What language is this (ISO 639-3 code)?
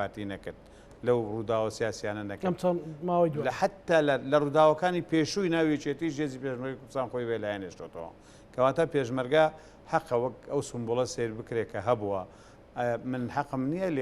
ckb